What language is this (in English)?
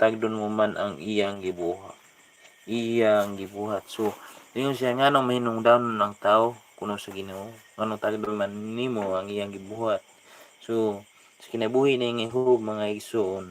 Cebuano